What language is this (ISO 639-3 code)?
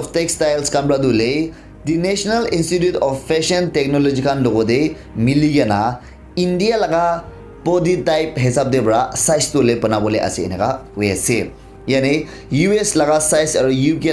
nag